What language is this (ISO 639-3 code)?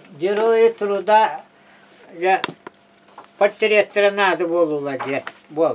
sah